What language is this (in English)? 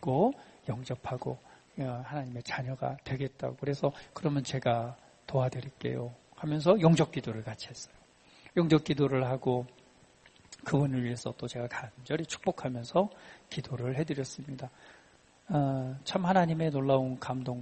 Korean